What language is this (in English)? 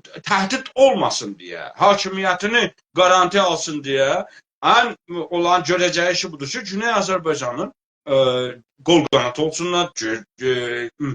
South Azerbaijani